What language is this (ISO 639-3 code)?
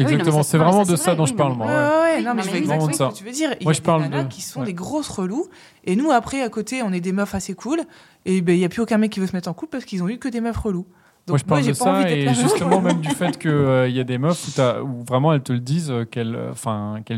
fra